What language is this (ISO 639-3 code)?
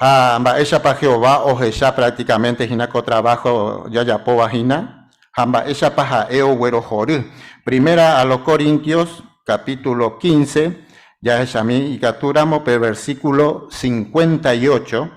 grn